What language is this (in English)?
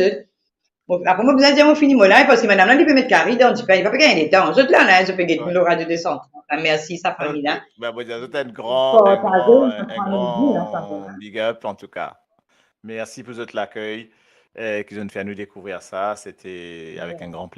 Morisyen